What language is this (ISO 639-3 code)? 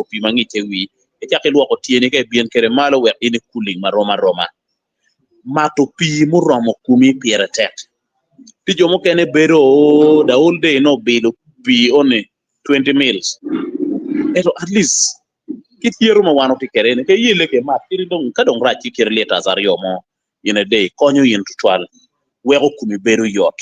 ach